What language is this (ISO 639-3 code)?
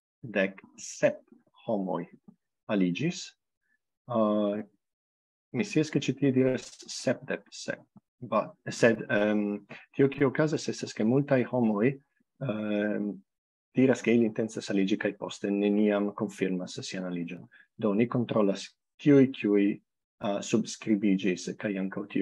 epo